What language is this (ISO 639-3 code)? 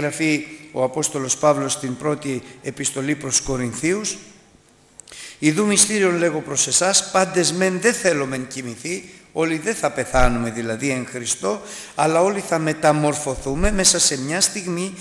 ell